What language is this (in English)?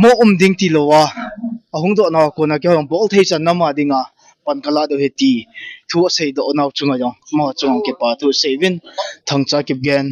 Thado Chin